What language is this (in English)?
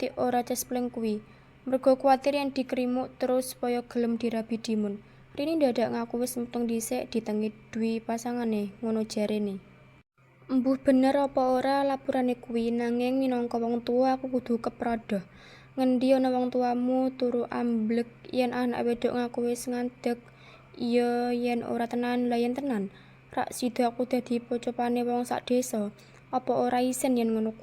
Javanese